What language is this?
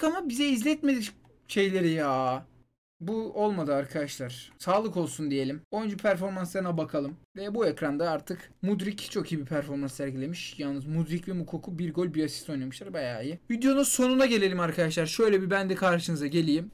Turkish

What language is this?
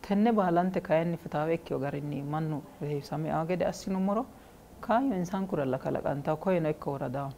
Sidamo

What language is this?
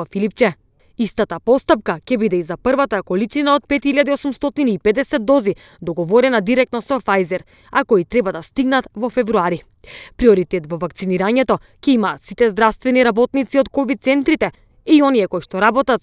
Macedonian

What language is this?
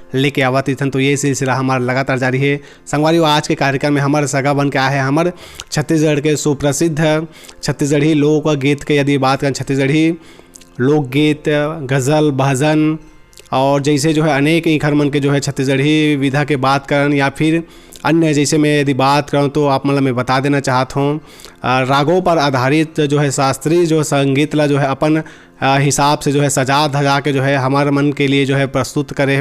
Chhattisgarhi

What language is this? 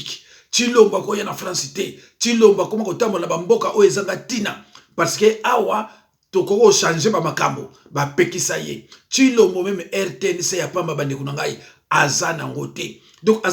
Lingala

